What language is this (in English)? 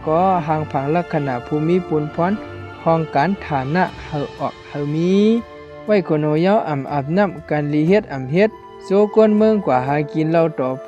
Shan